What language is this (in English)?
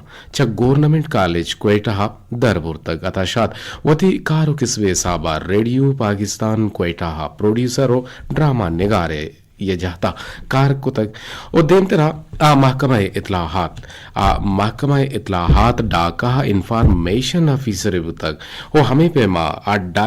Eastern Balochi